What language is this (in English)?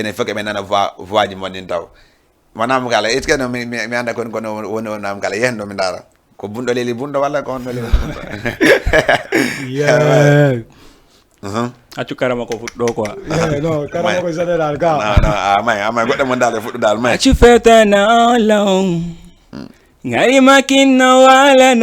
Fula